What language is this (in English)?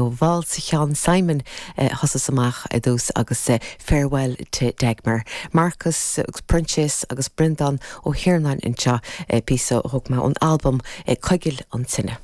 Irish